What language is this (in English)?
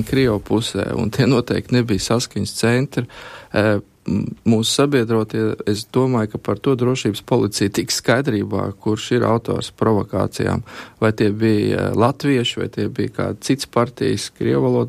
Latvian